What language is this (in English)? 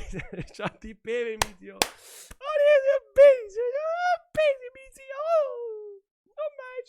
Bavarian